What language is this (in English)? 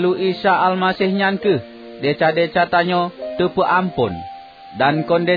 Achinese